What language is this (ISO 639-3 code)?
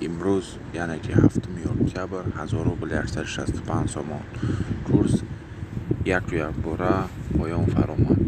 tgk